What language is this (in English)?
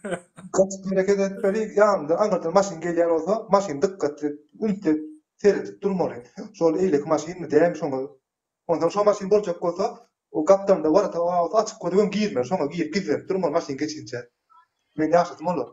Turkmen